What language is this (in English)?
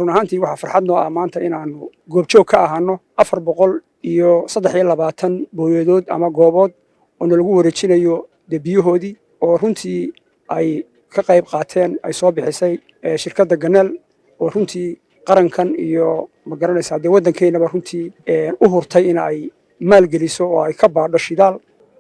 Somali